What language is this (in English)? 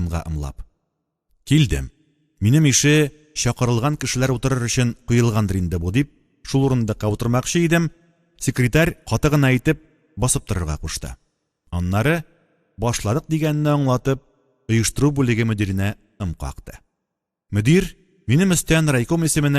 Tatar